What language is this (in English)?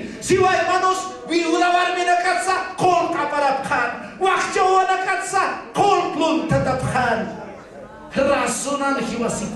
Aymara